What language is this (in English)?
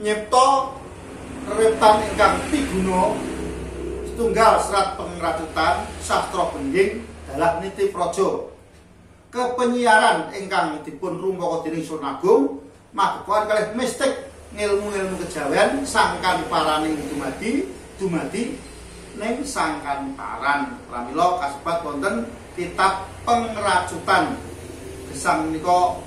Javanese